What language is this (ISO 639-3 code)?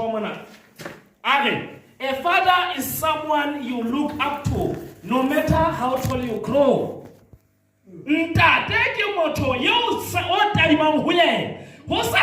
sot